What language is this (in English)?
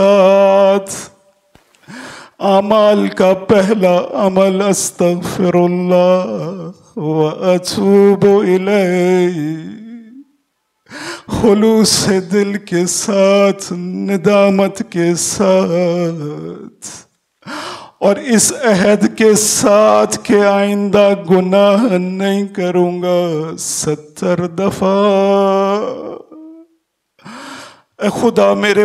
Urdu